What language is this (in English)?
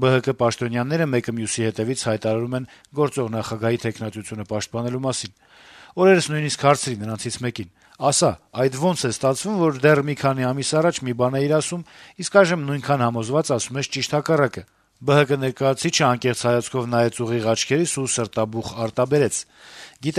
Armenian